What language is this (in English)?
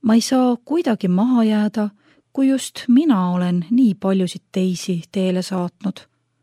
Estonian